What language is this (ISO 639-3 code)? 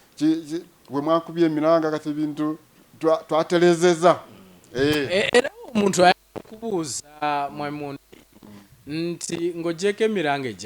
lug